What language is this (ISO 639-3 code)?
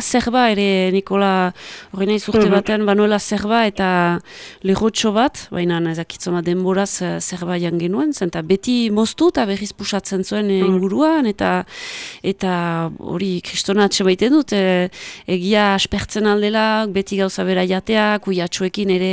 eus